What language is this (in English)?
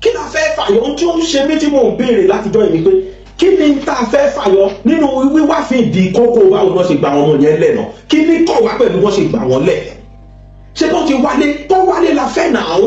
Yoruba